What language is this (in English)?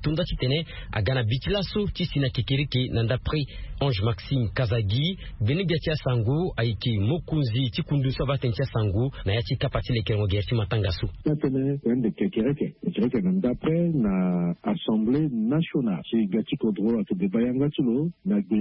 Sango